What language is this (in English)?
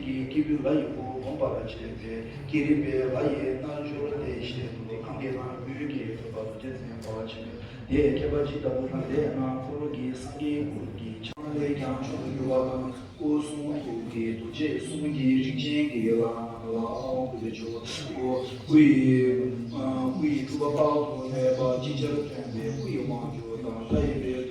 Tibetan